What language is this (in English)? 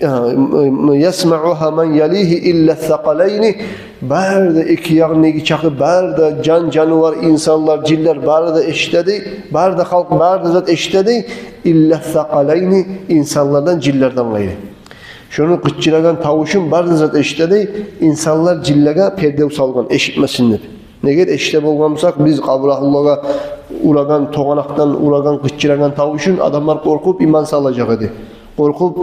Kumyk